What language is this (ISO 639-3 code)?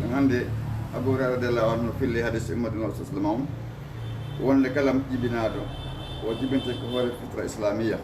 ful